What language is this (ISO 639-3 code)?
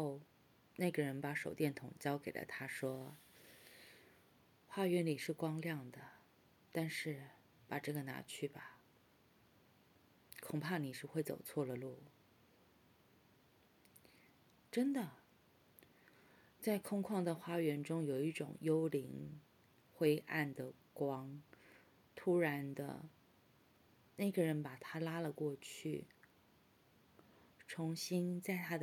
zho